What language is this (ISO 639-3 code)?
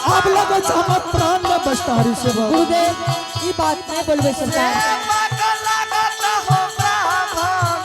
anp